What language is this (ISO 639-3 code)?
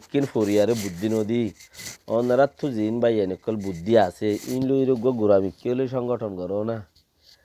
rhg